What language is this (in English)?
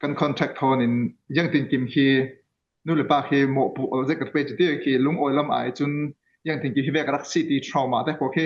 Falam Chin